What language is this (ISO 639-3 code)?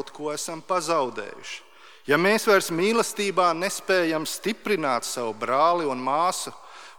lav